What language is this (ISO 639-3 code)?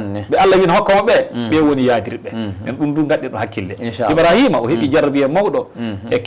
ful